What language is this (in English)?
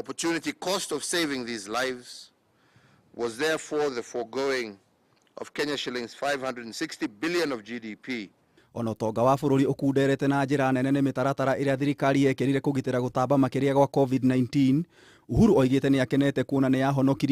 Kikuyu